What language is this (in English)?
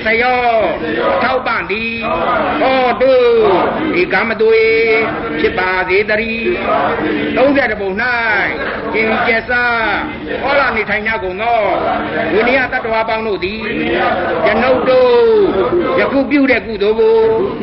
Burmese